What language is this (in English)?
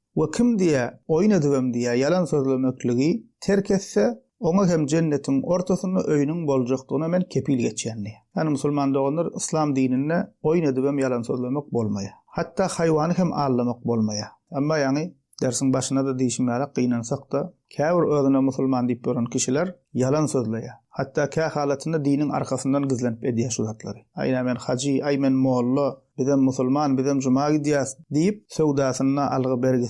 Turkmen